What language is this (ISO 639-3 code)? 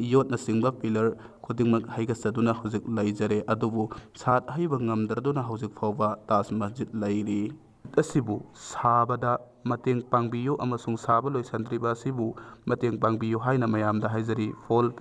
mni